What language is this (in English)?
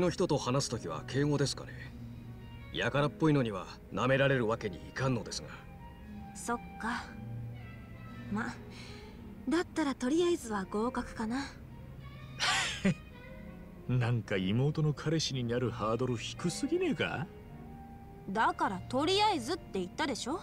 Japanese